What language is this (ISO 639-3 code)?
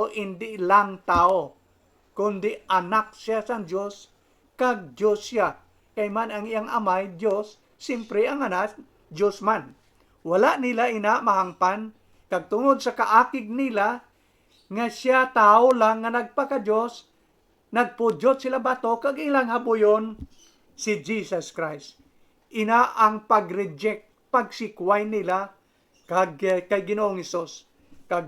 hil